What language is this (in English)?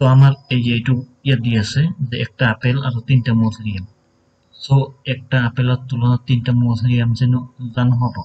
Assamese